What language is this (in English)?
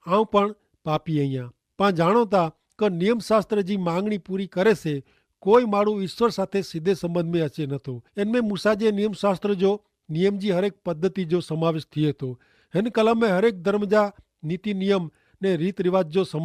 Kachhi